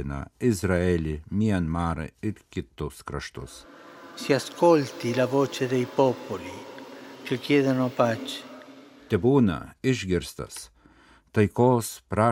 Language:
Lithuanian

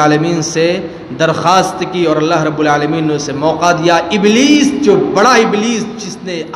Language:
Urdu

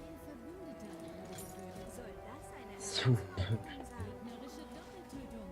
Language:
Swiss German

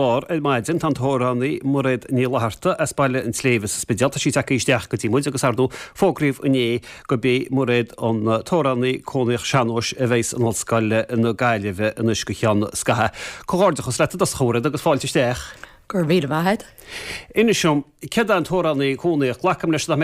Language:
Irish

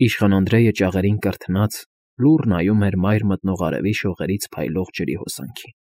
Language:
Armenian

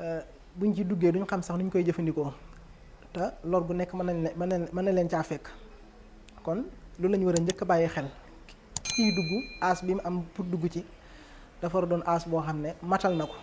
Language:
Wolof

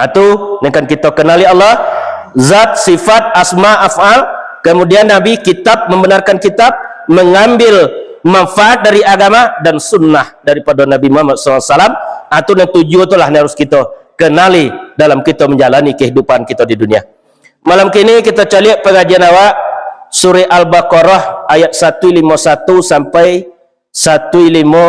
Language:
Minangkabau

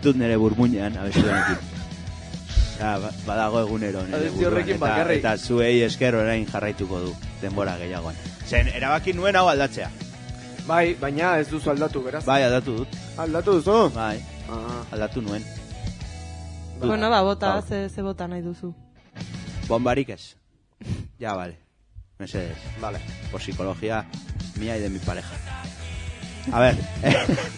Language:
Basque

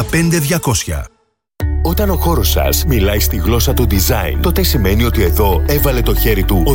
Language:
Greek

